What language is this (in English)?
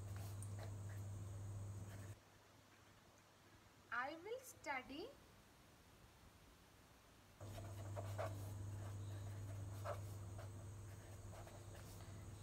Malayalam